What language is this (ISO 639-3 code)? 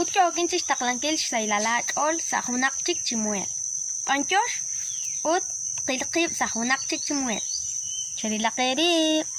kek